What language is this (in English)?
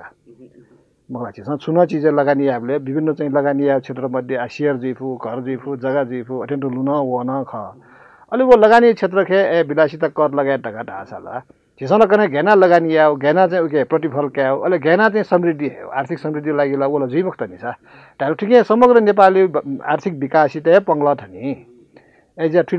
Newari